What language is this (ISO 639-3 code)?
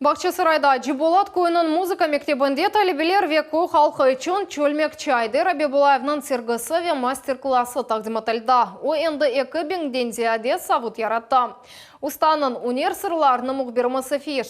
crh